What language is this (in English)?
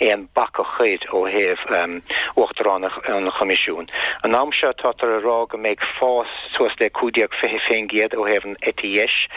Irish